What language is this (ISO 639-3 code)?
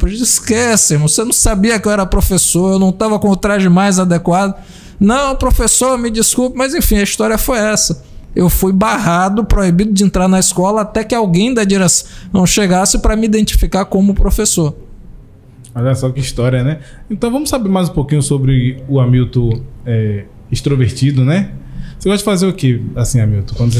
por